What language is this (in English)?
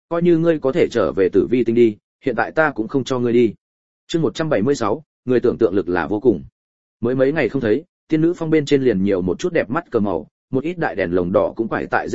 Vietnamese